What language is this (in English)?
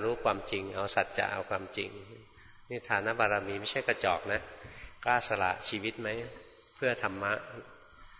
Thai